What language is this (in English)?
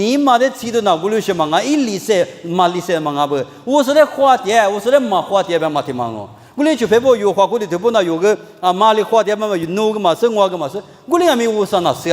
Lisu